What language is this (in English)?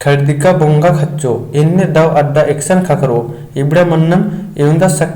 Kurukh